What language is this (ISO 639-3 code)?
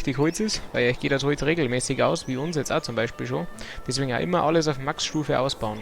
bar